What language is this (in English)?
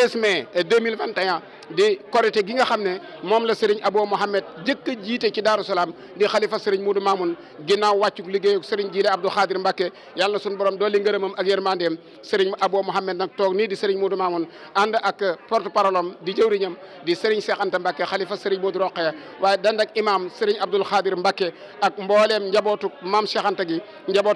Wolof